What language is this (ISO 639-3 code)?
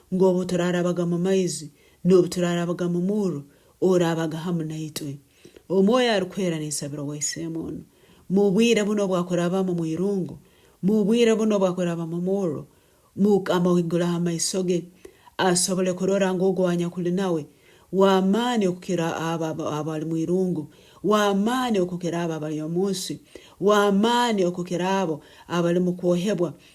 nyn